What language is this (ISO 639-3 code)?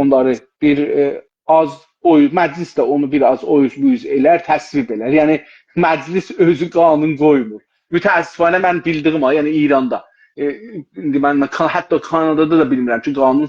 azb